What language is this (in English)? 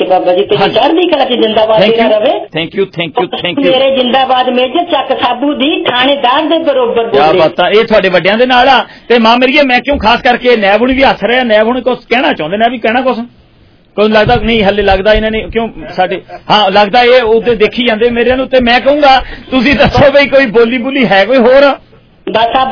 Punjabi